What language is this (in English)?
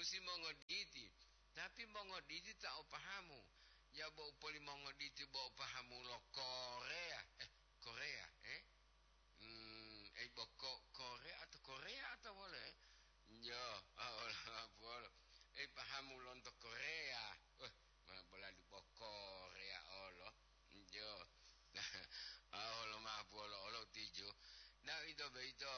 Gorontalo